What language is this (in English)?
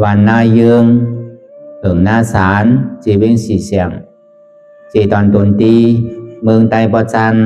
Shan